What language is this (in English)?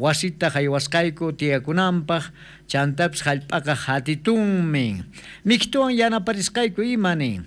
South Bolivian Quechua